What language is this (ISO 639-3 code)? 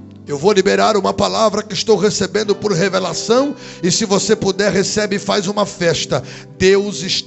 por